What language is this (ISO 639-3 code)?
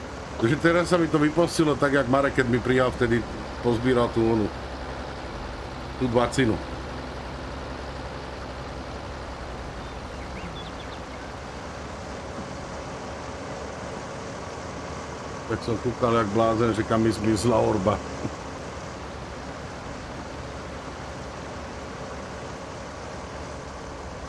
slk